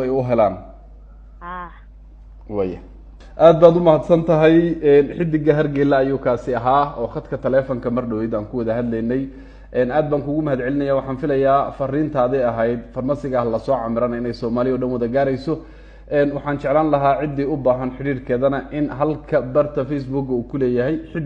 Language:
Somali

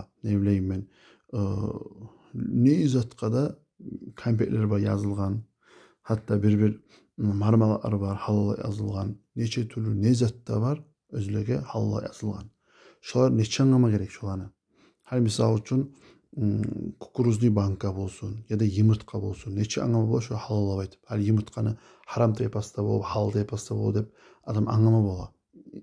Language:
Kumyk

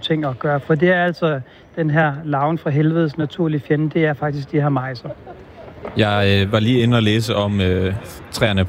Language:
Danish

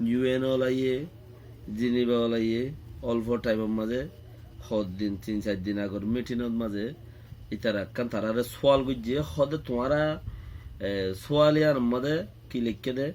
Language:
Rohingya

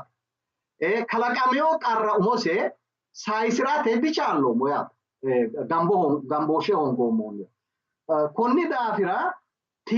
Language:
Sidamo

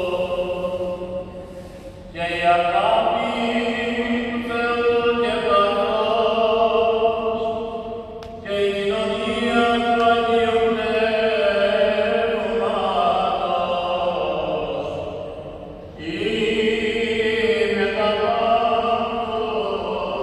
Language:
Greek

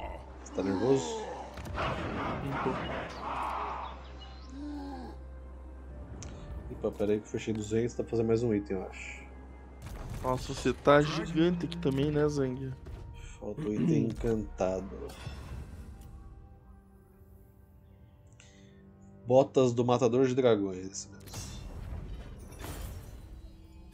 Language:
Portuguese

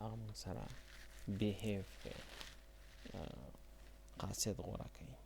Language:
Pashto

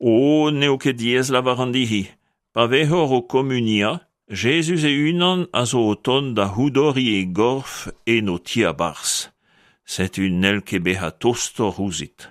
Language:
Breton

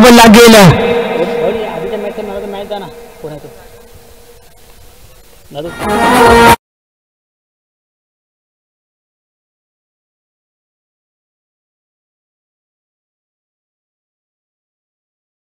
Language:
Marathi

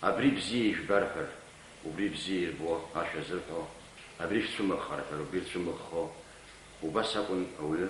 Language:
Abkhazian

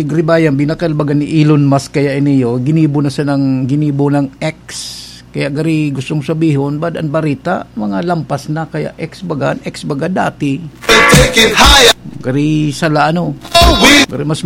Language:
Bikol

